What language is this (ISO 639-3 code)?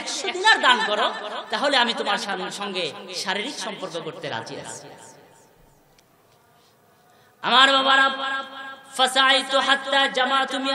ben